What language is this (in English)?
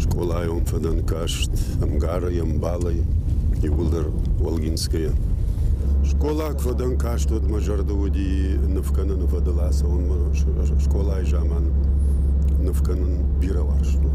Ossetic